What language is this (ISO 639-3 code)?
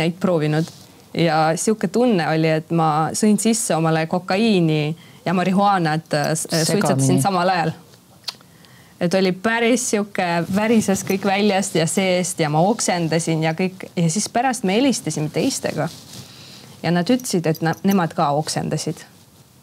est